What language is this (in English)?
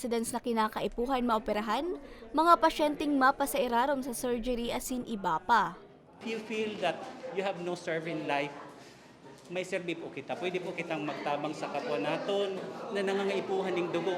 Bikol